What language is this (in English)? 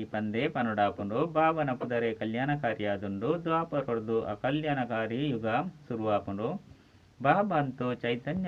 Tulu